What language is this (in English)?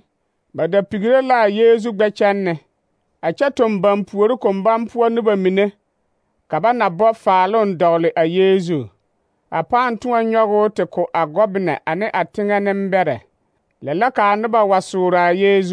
Southern Dagaare